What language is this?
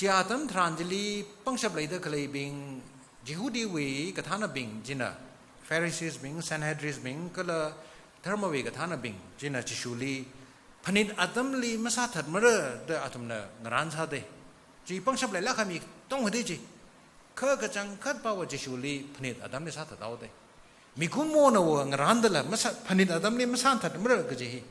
Tangkhul Naga (India)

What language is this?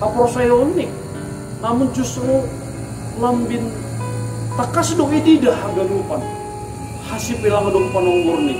Batak Simalungun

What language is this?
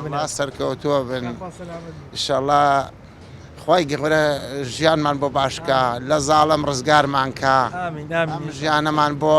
Central Kurdish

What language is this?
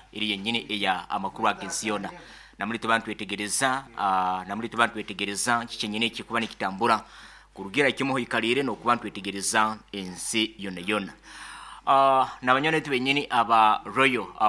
Nyoro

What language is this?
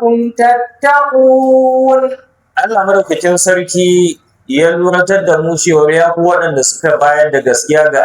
Hausa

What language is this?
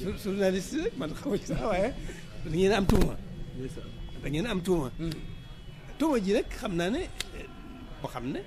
Wolof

